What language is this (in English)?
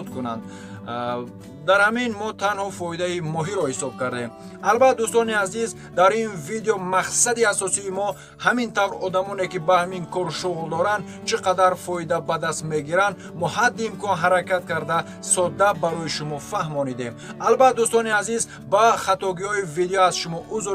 Tajik